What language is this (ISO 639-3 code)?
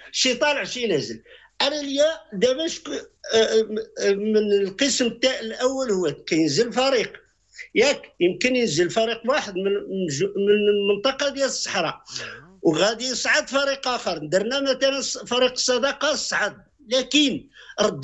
ary